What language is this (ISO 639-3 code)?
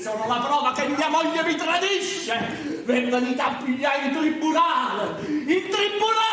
nap